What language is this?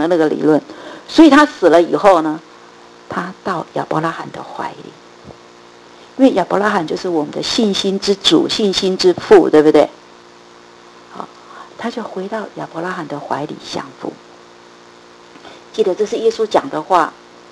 Chinese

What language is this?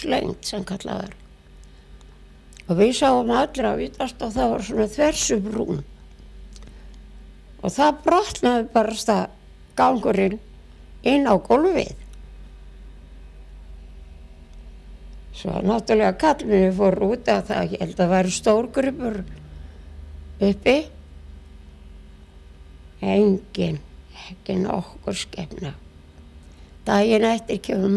Icelandic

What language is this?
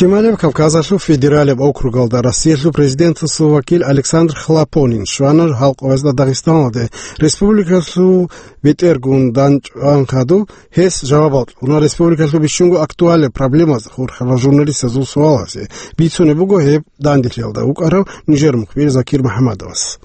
Avaric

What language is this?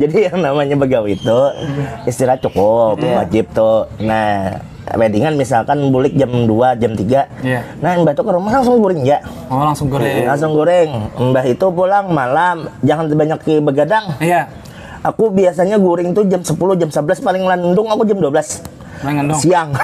Banjar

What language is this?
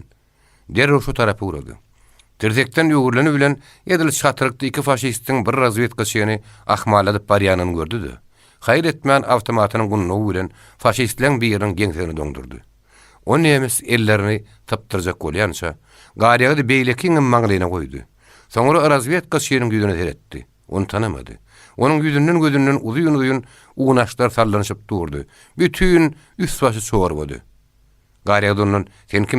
Turkmen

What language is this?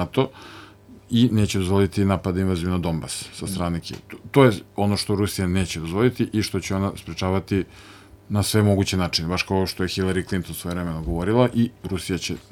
Serbian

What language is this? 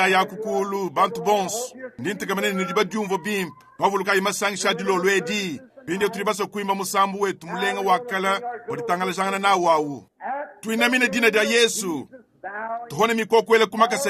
Luba-Lulua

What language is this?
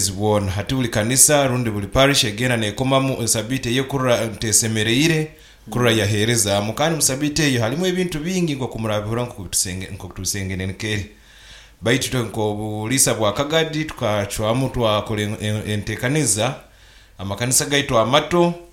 Nyoro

